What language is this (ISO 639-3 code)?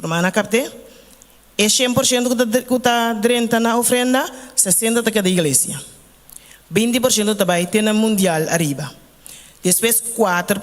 pap